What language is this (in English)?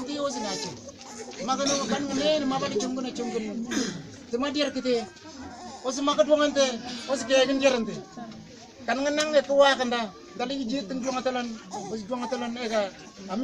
Mabaan